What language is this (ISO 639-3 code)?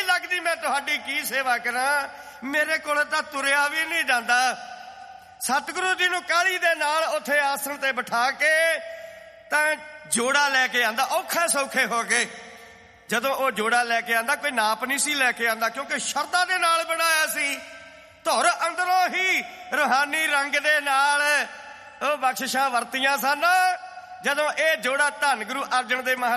pan